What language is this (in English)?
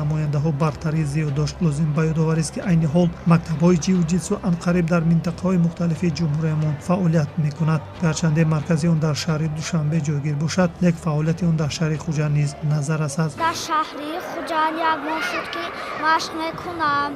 Tajik